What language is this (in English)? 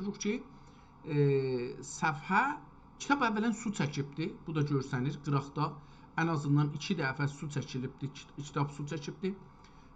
South Azerbaijani